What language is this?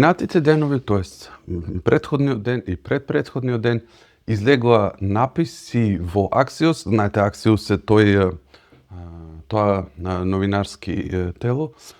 Macedonian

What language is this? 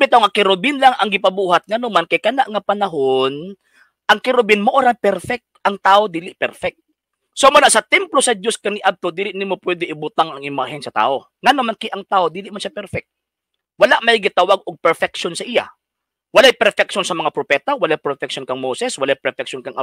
Cebuano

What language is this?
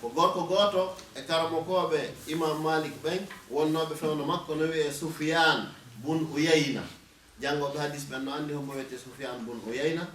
Fula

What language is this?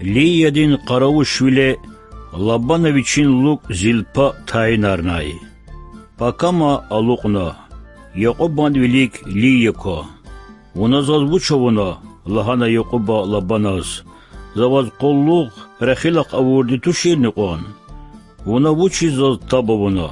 Lezghian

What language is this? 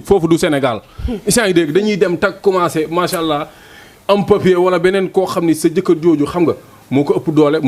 Wolof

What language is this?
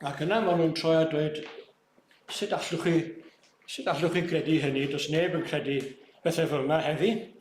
Welsh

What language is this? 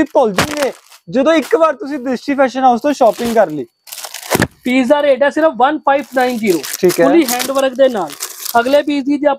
Punjabi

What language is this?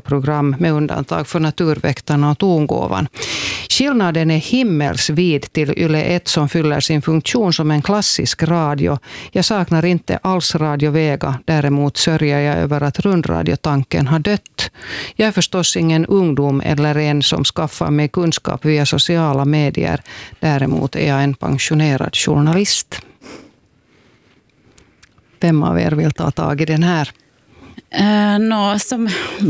Swedish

